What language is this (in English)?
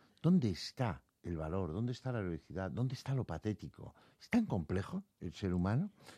Spanish